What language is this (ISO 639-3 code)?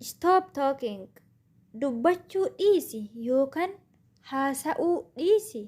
orm